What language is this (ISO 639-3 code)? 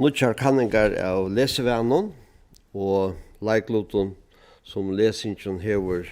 fao